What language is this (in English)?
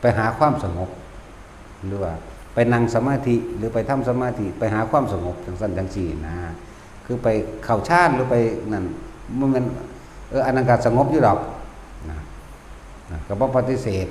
Northeastern Thai